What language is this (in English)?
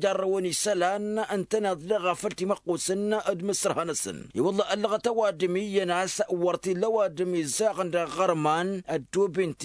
Tamasheq